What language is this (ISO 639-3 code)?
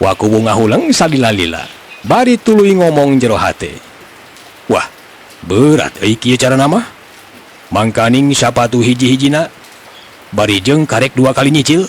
sun